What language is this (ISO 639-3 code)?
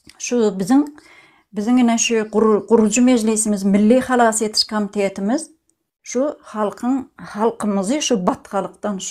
tuk